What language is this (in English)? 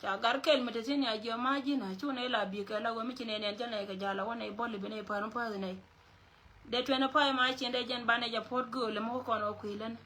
Nuer